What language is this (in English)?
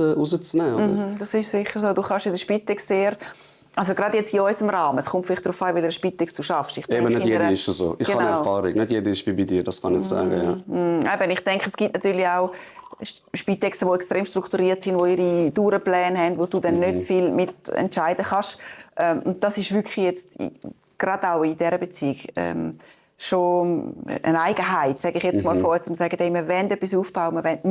Swiss German